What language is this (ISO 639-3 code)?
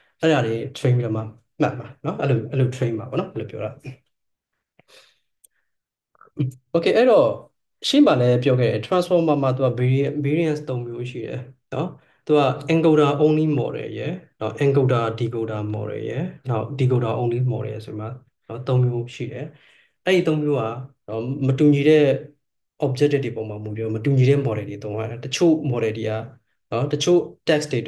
mya